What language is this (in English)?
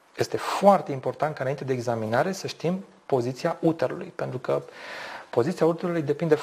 Romanian